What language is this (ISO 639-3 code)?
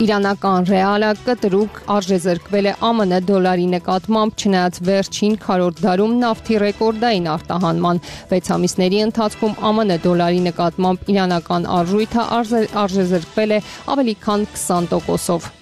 hye